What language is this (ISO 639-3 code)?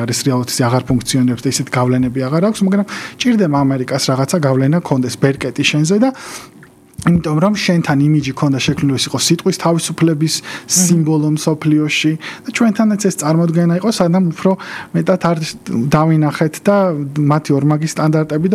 kat